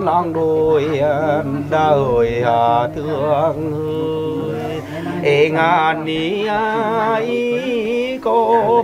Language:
Vietnamese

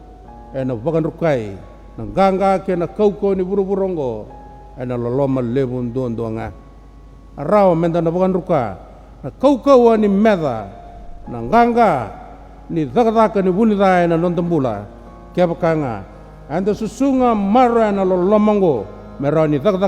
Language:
Fijian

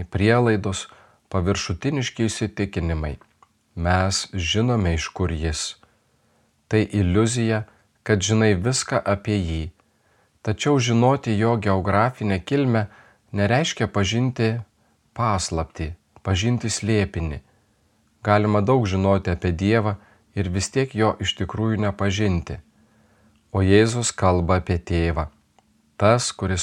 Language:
Lithuanian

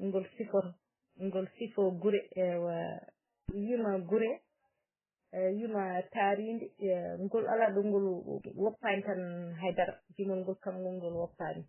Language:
Fula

